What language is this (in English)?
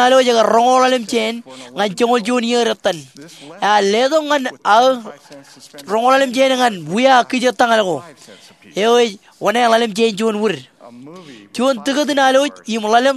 Marshallese